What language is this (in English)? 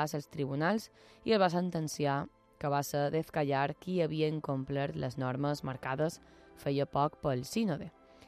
Catalan